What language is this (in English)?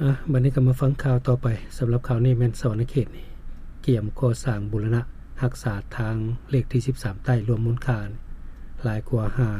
Lao